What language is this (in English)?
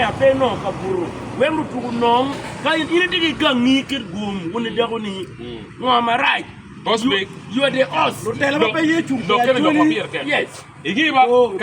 Acoli